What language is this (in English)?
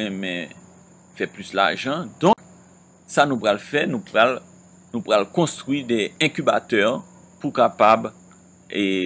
Haitian Creole